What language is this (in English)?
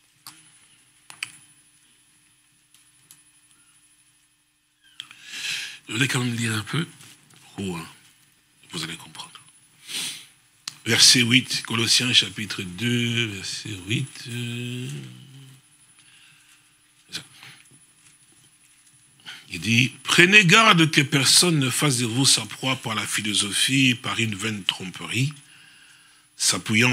French